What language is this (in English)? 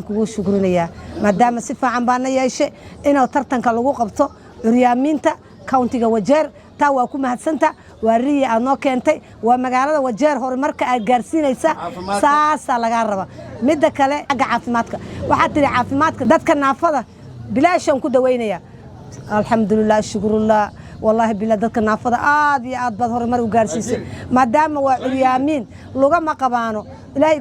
Somali